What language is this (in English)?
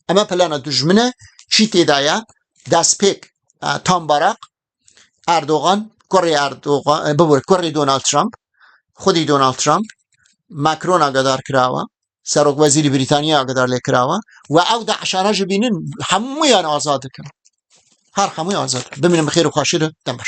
Kurdish